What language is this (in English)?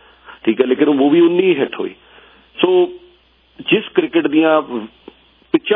Punjabi